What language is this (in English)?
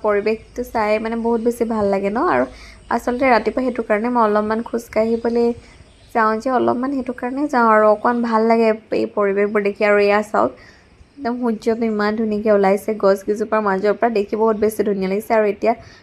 Assamese